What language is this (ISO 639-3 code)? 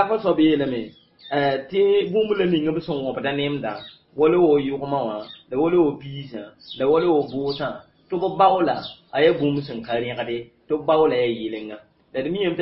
mos